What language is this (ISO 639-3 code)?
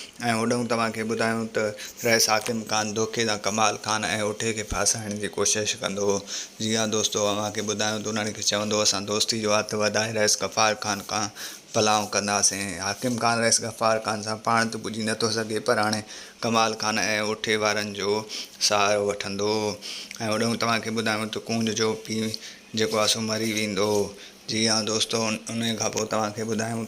snd